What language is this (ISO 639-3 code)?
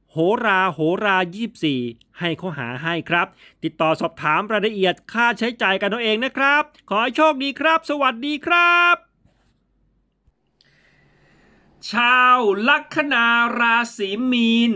tha